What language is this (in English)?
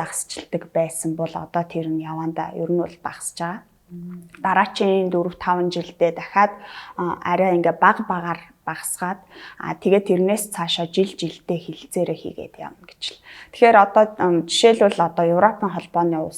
Mongolian